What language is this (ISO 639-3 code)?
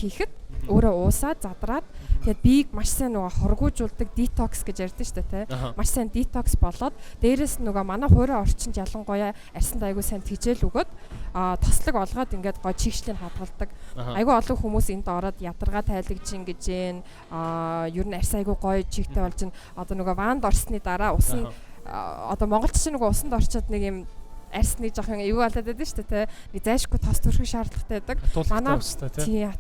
mon